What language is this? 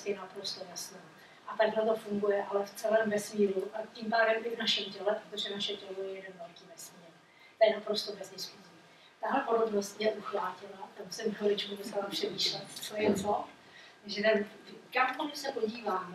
Czech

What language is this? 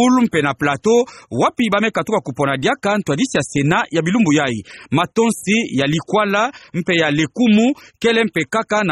Kituba (Democratic Republic of Congo)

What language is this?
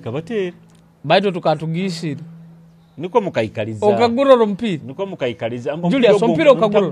Nyoro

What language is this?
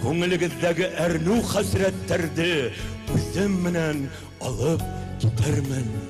Bashkir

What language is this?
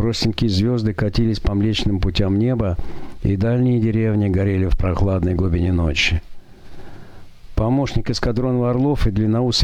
Russian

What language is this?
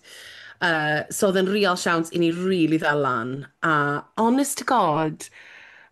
Welsh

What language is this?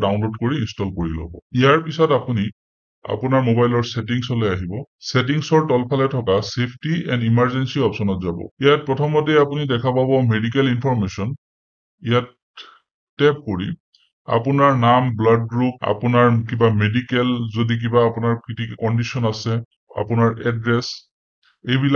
Assamese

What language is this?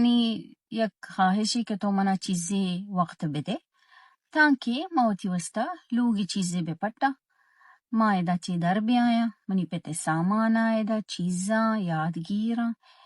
Baluchi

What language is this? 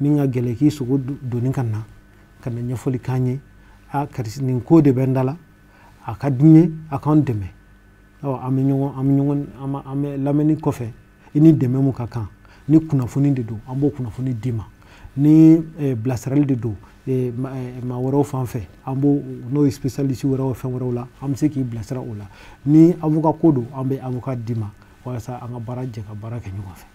Bambara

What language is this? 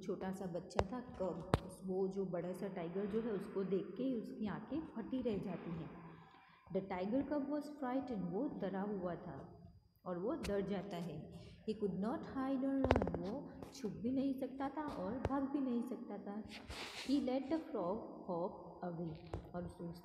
Hindi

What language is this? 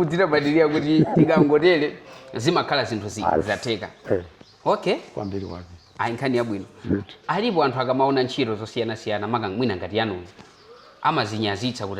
Nyanja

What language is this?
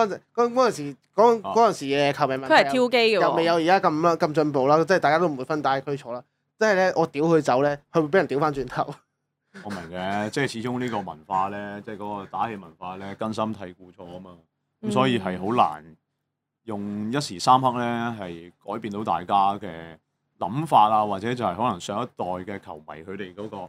Cantonese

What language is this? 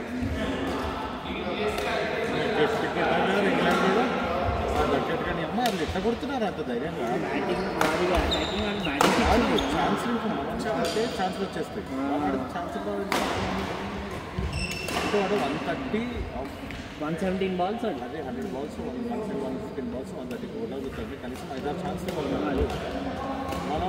Telugu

